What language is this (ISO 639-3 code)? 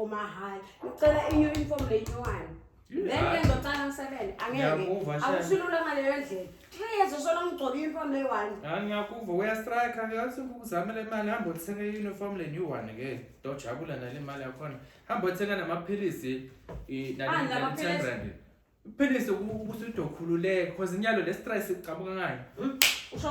zul